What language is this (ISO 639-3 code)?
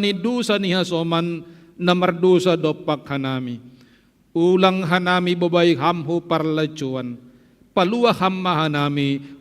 bts